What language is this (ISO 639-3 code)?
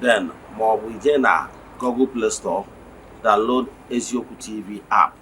ibo